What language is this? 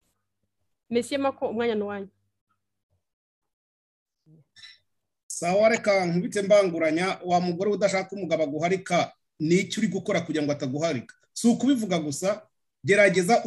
Kinyarwanda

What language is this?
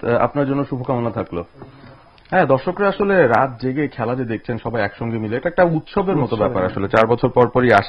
Bangla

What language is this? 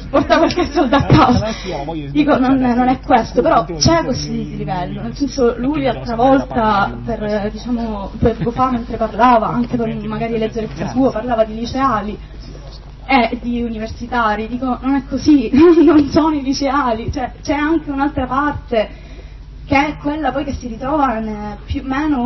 Italian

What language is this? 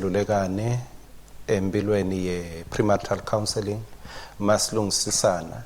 Swati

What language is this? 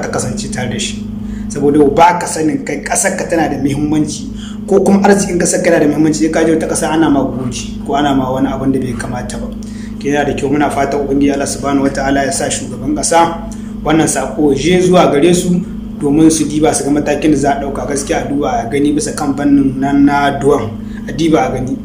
Hausa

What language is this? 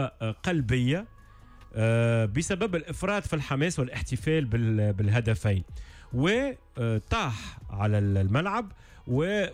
Tunisian Arabic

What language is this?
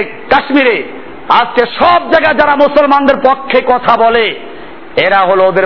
Bangla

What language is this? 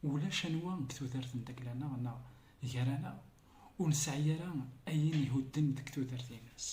Kabyle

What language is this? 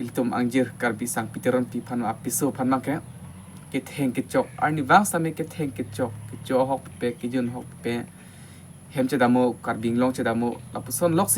Karbi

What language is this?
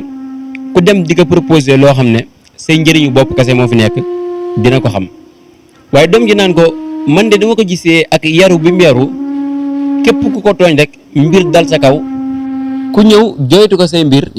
Wolof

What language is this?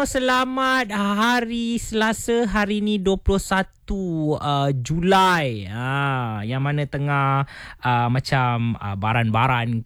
Malay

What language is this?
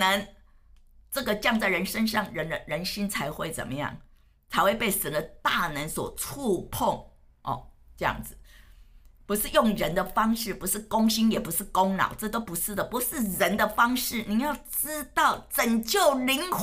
Chinese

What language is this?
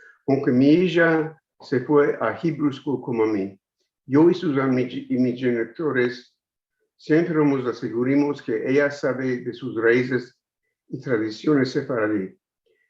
Ladino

